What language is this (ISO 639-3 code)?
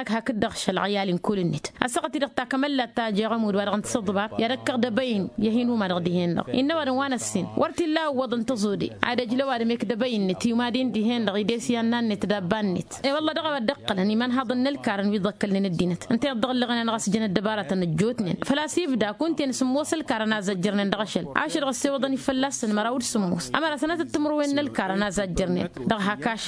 taq